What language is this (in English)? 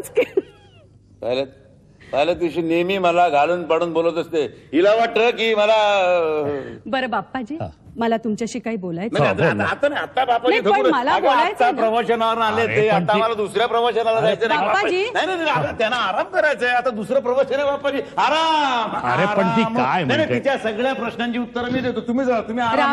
Marathi